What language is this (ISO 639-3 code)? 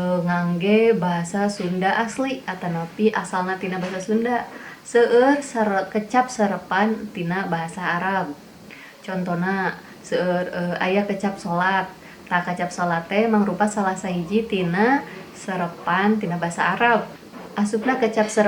sun